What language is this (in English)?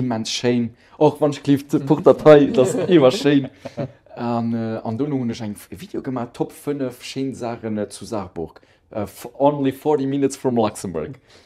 Luxembourgish